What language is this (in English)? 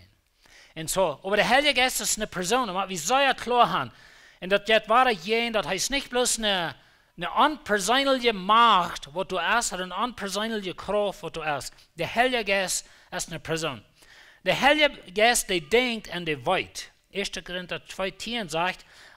Plautdietsch